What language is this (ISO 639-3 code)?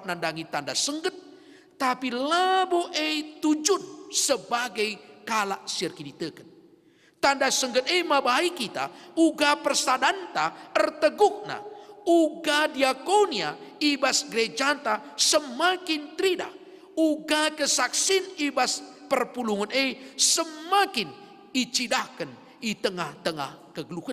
btx